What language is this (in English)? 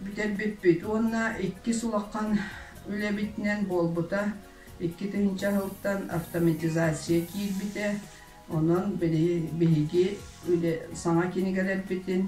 Yakut